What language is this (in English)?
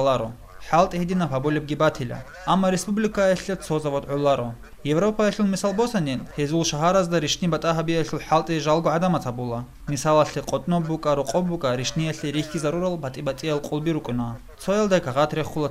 Avaric